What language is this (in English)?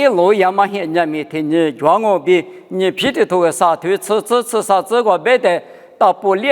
Lisu